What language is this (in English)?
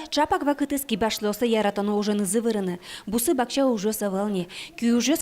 Udmurt